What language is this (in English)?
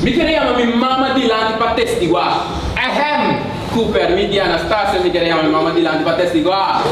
Papiamento